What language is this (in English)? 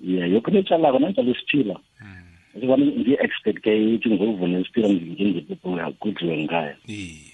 South Ndebele